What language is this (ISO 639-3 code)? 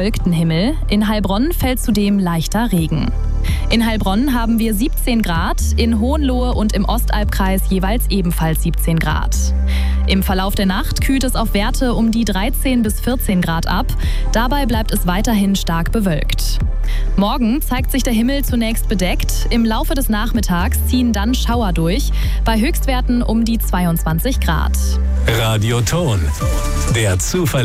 deu